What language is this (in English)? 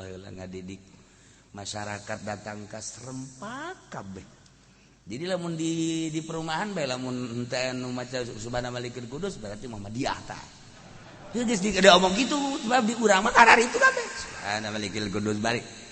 Sundanese